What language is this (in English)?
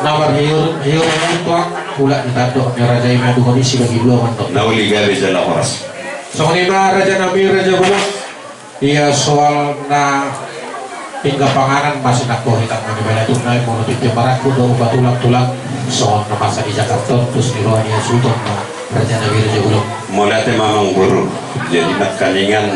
Batak Toba